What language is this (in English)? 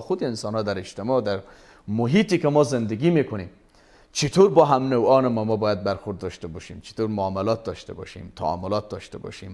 Persian